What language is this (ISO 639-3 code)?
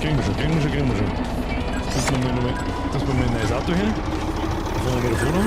bar